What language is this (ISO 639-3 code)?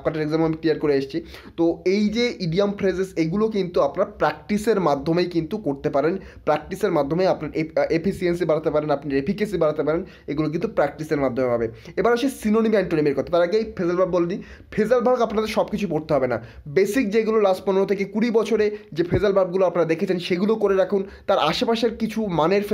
ben